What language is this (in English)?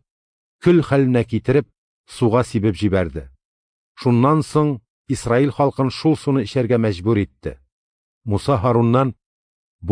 Tatar